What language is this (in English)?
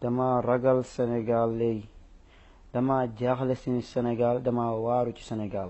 Wolof